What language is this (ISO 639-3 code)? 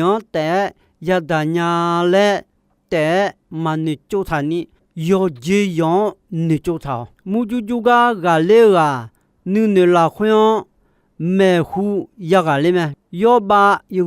ahk